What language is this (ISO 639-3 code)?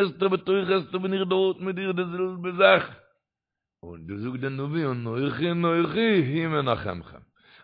yid